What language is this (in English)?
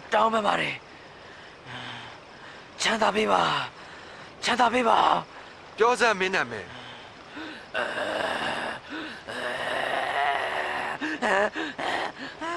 Burmese